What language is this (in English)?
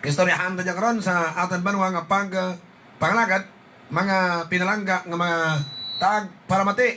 Hiligaynon